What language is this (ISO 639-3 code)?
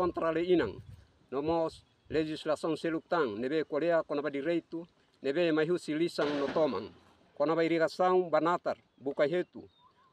tet